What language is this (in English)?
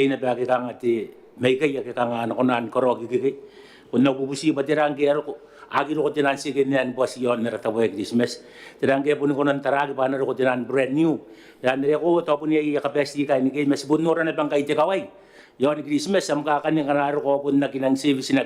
Gilbertese